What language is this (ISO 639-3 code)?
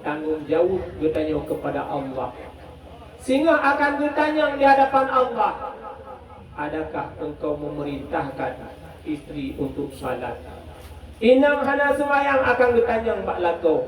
ace